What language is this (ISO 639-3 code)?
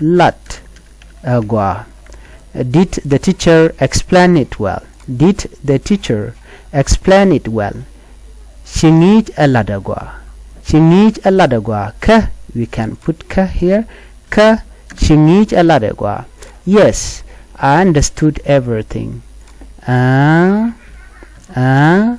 nus